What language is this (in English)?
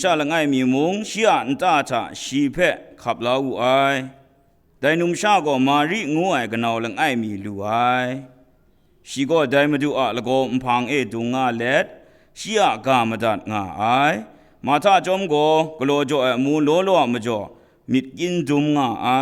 Kachin